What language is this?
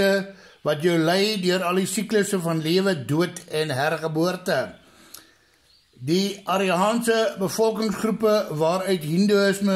Afrikaans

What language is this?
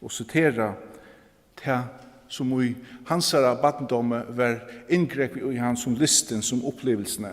Faroese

